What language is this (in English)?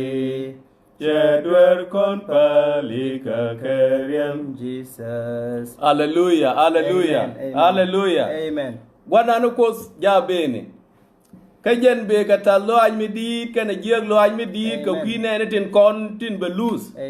Nuer